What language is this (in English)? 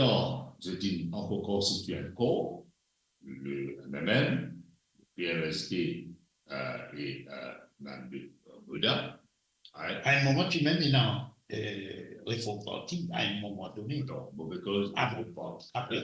Morisyen